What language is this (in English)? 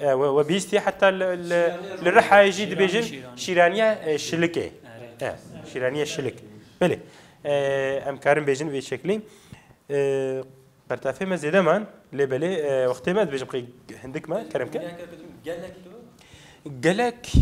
Kurdish